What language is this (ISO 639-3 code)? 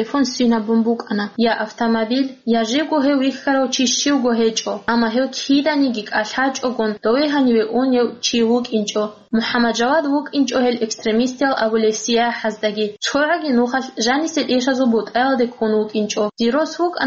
ava